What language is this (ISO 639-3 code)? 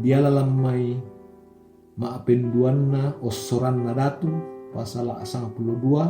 sda